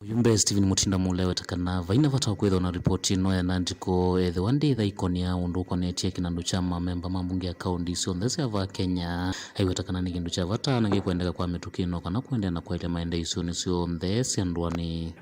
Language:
Kamba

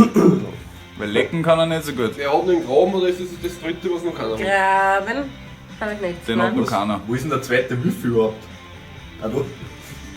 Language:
Bavarian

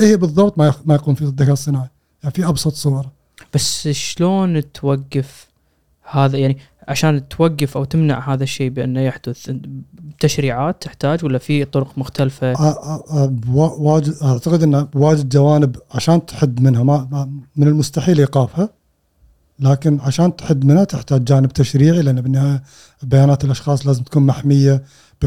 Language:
Gulf Arabic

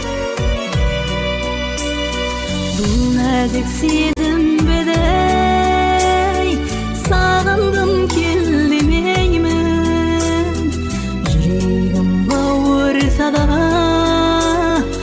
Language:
Kazakh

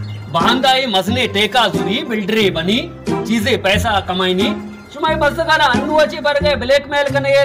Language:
Baluchi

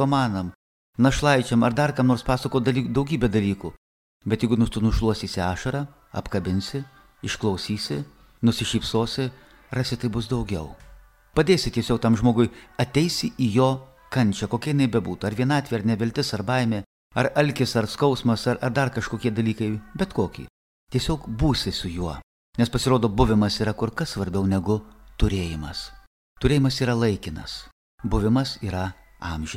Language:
Lithuanian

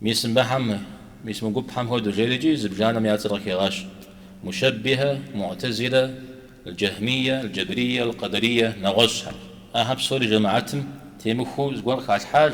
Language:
Kabardian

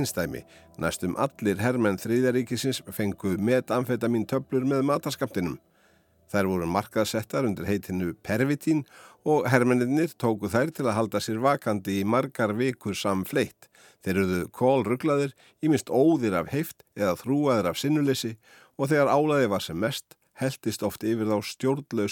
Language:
Icelandic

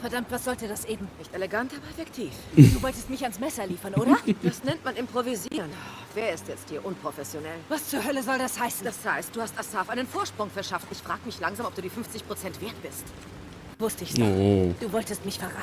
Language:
Swiss German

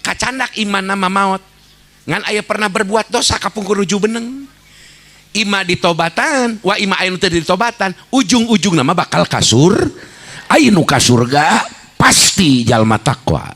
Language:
Sundanese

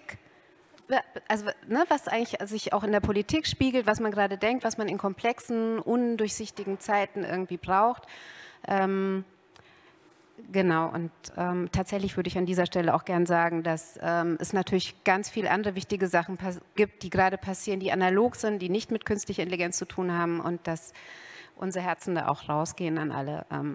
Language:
German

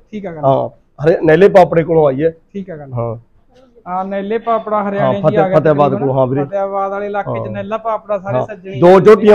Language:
Punjabi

